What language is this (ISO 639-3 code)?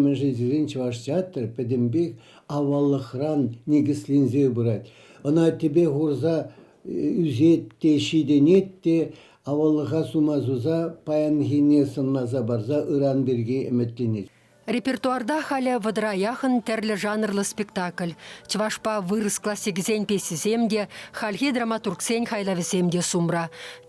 chv